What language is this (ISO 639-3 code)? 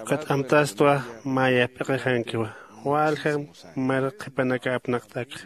aym